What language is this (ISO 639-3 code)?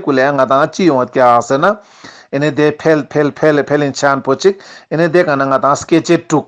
lbj